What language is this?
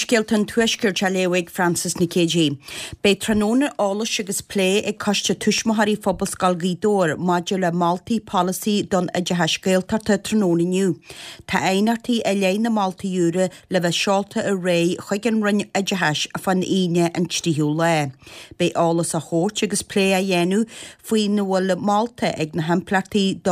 Irish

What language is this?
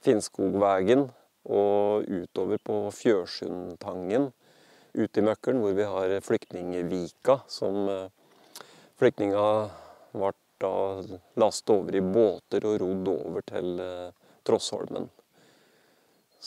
Norwegian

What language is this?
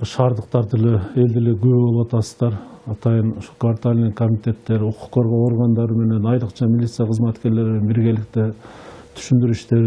Kyrgyz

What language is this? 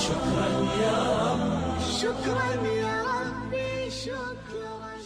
Kumyk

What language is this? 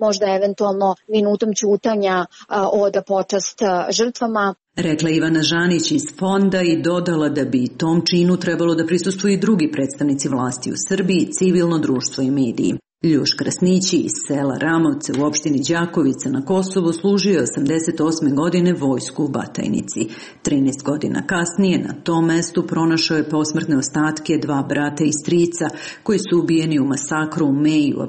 Serbian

